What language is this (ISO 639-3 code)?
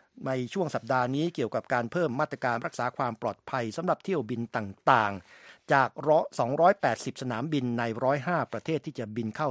tha